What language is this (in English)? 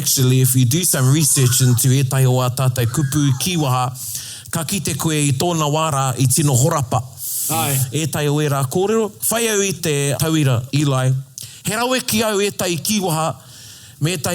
Māori